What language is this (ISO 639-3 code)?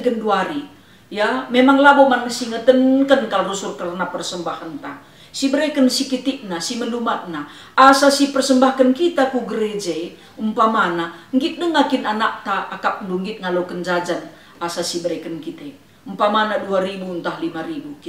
btx